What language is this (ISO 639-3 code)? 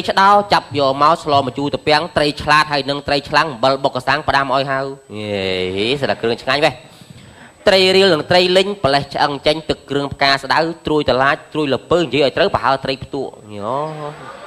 khm